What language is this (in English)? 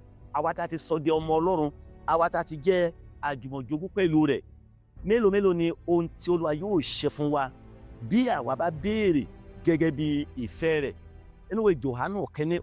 Yoruba